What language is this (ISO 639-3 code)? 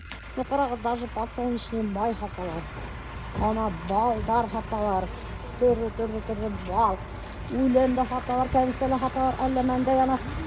bak